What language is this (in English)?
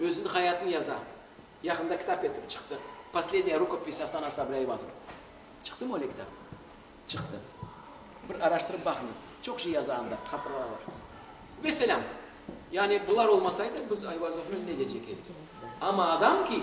Crimean Tatar